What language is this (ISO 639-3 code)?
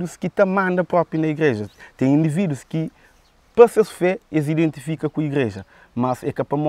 kea